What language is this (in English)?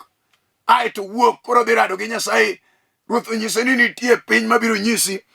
Luo (Kenya and Tanzania)